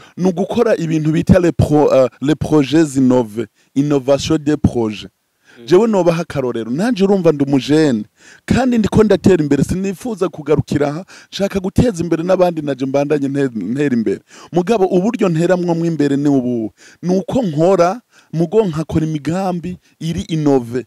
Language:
Rundi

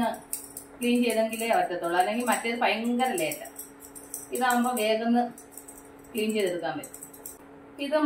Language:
Malayalam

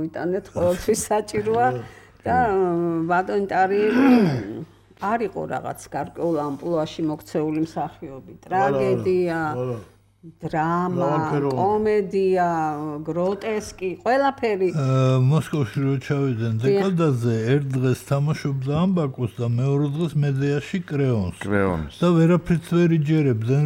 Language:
Georgian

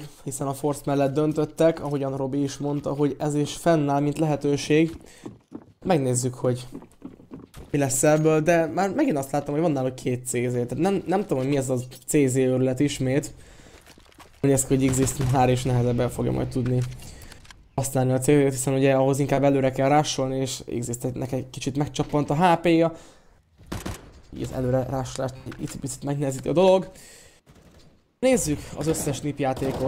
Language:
Hungarian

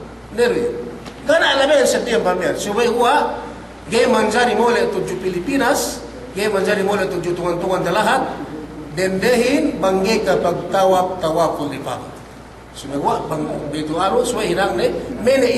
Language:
Yakan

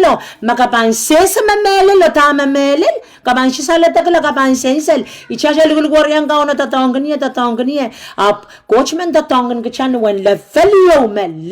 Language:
Pohnpeian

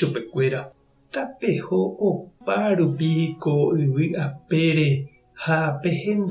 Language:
Guarani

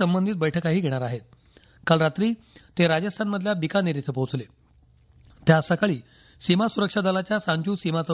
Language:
Marathi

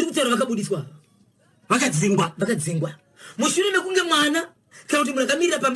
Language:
Shona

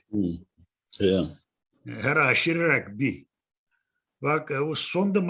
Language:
Zaza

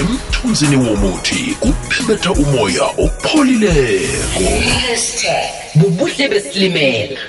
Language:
South Ndebele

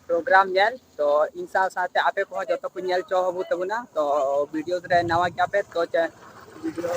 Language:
Santali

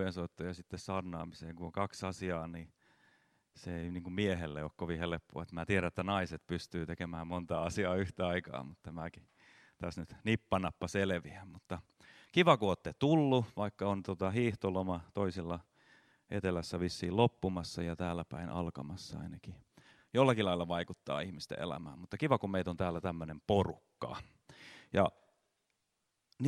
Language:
Finnish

